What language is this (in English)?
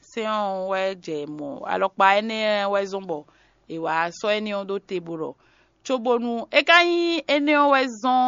Fon